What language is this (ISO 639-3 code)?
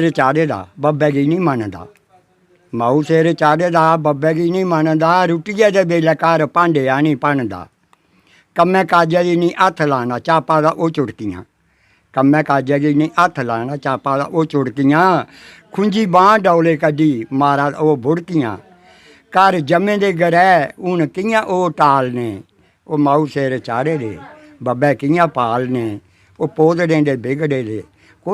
doi